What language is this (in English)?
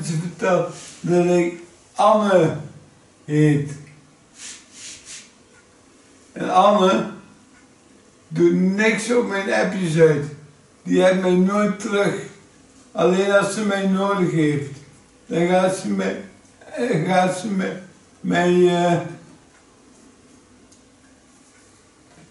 Dutch